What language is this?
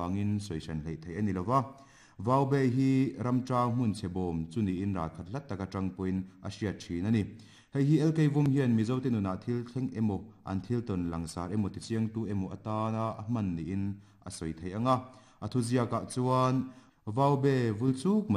Mizo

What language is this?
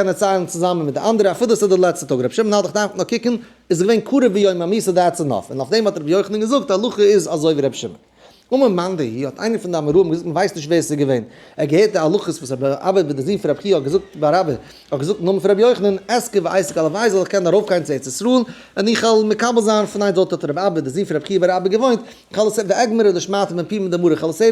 Yiddish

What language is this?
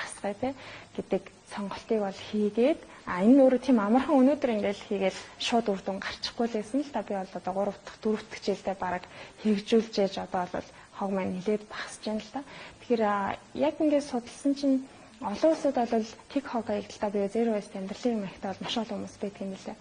Mongolian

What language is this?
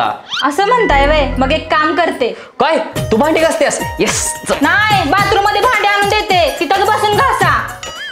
Marathi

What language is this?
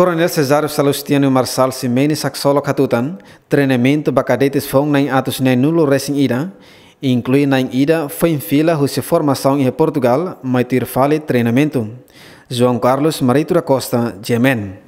Tetum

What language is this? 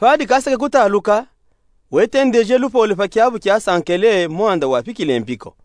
Luba-Katanga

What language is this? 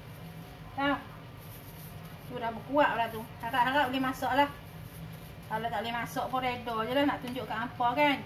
Malay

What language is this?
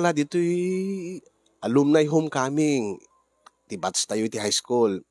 Iloko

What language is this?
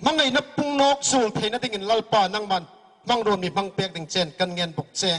Hmar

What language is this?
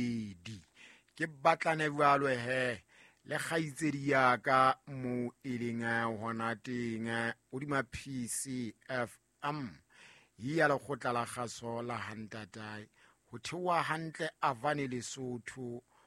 Southern Sotho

